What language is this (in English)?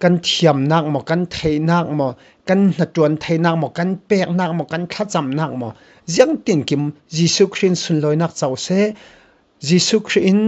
Falam Chin